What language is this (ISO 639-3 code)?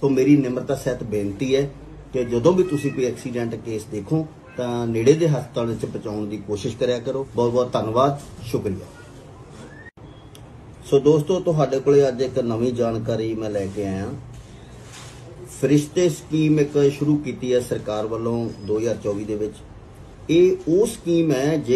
pan